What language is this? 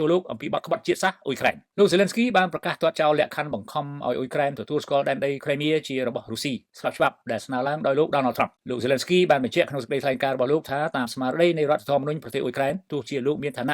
Khmer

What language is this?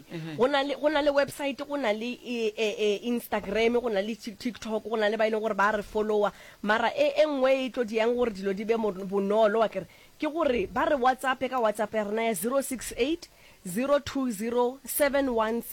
Northern Sotho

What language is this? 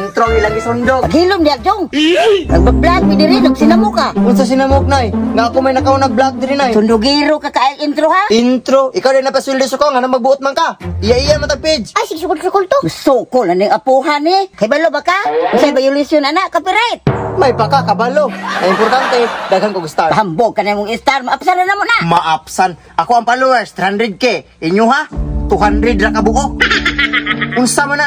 Cebuano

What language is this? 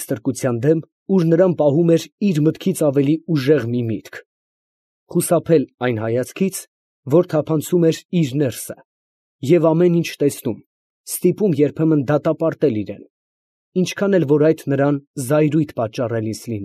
Armenian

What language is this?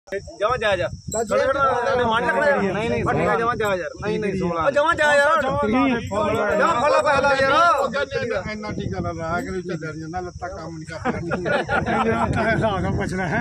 Punjabi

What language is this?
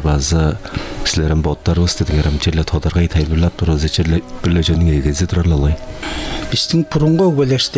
Tuvinian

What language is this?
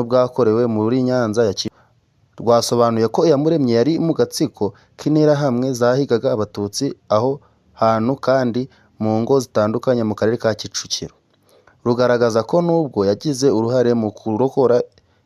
Kinyarwanda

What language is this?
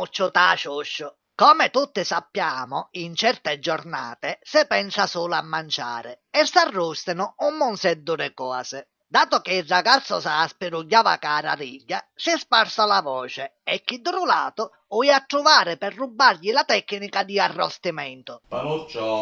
Sicilian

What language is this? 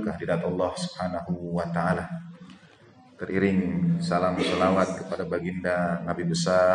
Indonesian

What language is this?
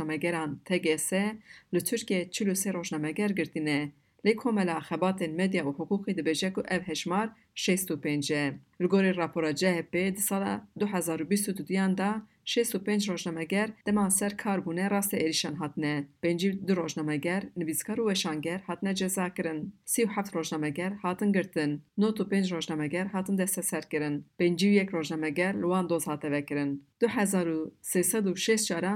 Kurdish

